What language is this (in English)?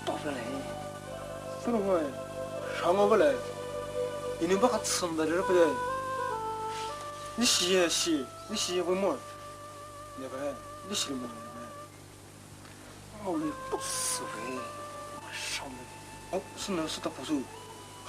Poumei Naga